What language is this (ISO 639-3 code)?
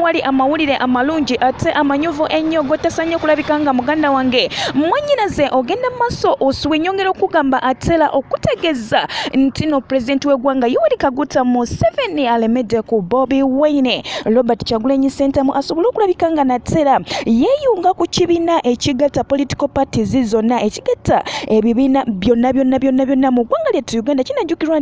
lug